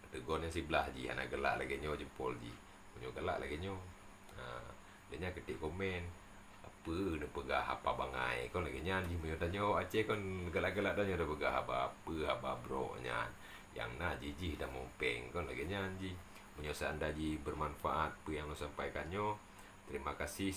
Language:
Achinese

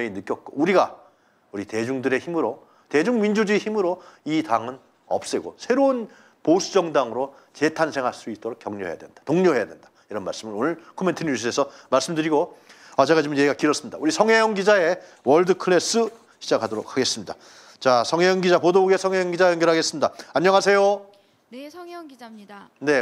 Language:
Korean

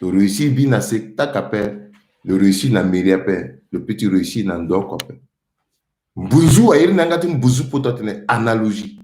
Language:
Sango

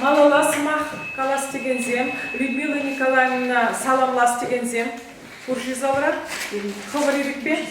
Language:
Chuvash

